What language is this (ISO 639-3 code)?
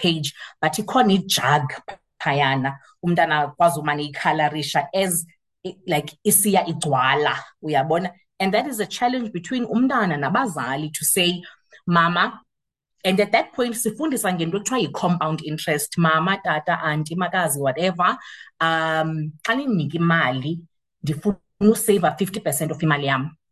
xho